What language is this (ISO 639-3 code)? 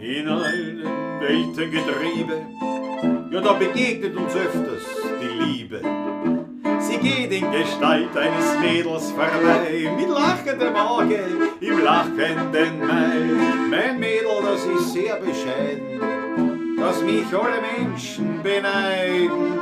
bar